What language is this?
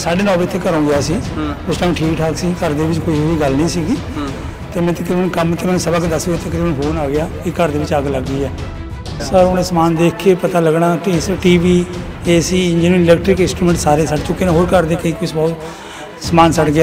Punjabi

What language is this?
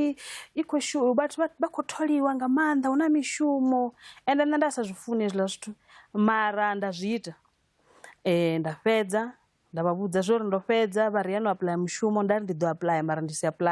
Venda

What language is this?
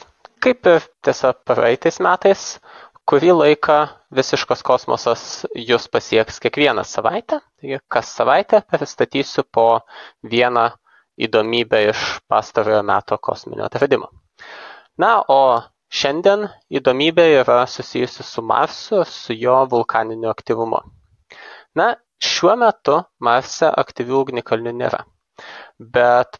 Lithuanian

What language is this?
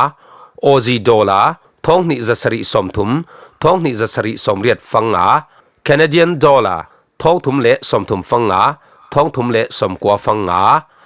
Falam Chin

